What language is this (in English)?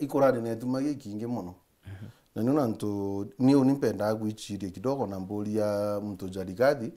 Meru